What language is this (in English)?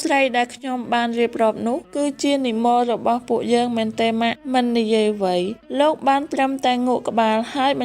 Khmer